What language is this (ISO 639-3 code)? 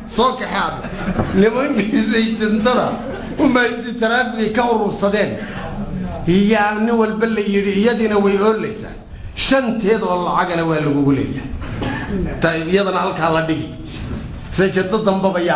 som